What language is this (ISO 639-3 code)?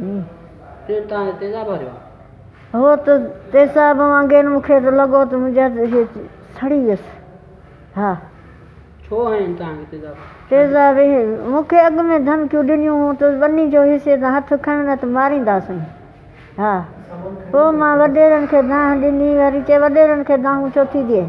snd